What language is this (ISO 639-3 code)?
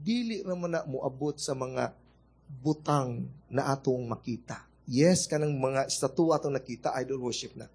ceb